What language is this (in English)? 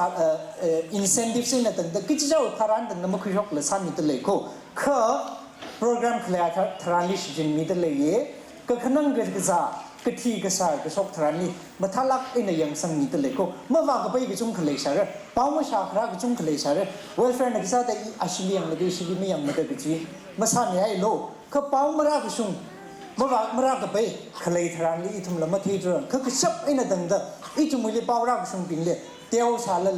Tangkhul Naga (India)